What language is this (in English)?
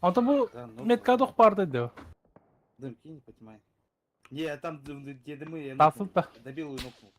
Yakut